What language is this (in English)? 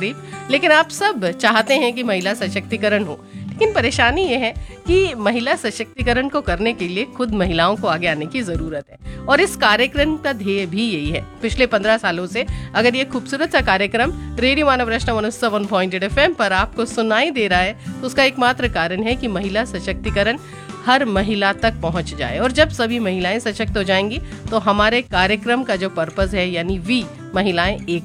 Hindi